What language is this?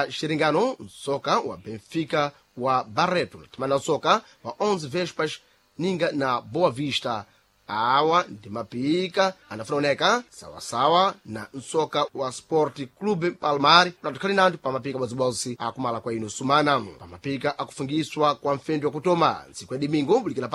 Sena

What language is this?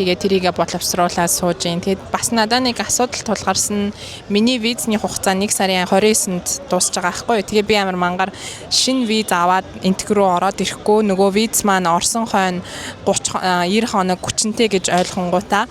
Mongolian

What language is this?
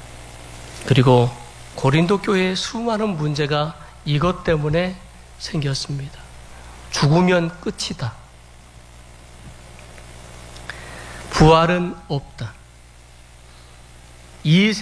Korean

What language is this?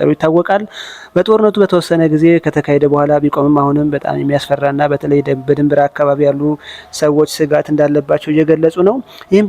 Amharic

